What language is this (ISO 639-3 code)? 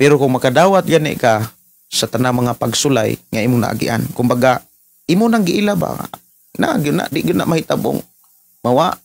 ceb